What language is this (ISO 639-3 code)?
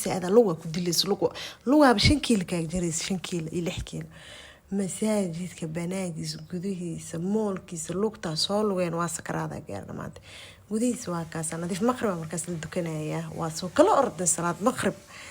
som